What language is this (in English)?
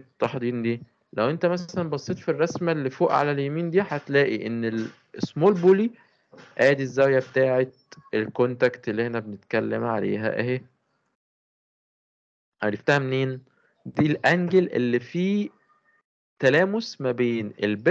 Egyptian Arabic